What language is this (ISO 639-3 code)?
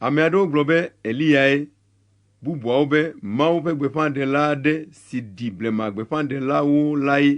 ewe